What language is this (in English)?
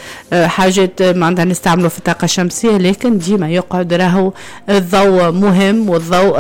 Tunisian Arabic